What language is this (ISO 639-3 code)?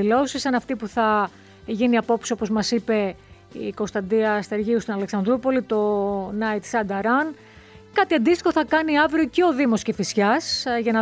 ell